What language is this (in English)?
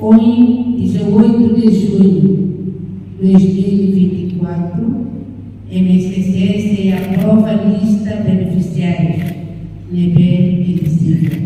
Tetum